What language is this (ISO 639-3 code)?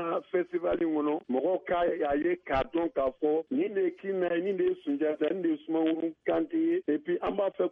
bam